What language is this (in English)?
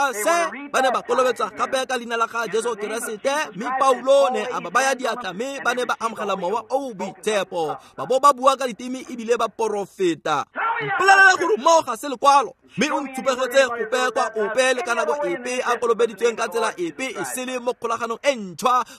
Tswana